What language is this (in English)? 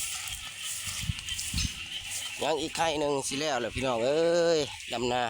Lao